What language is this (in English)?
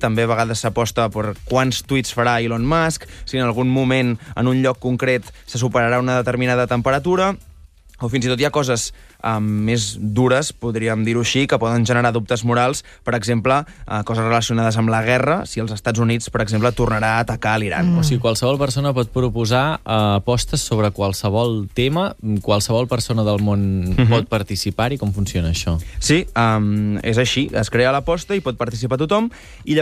Catalan